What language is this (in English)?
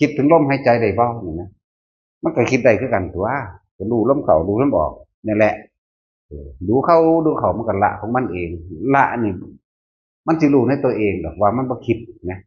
Northeastern Thai